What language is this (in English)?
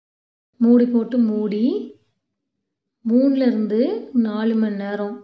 Tamil